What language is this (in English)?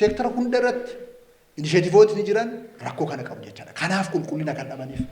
Oromo